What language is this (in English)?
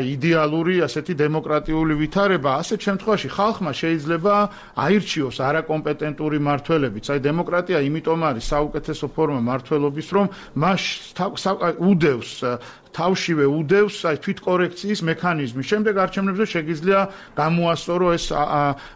Georgian